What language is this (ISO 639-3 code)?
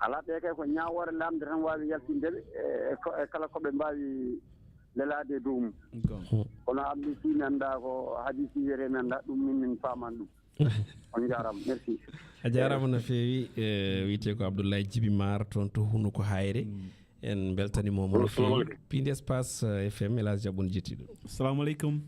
ful